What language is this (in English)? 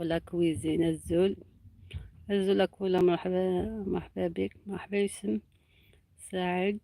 Algerian Arabic